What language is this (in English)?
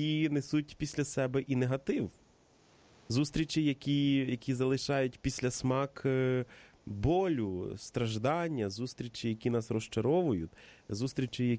Ukrainian